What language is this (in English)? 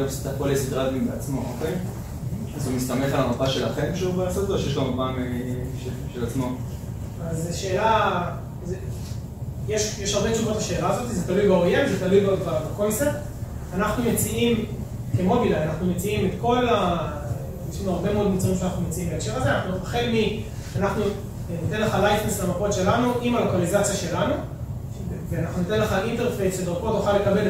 Hebrew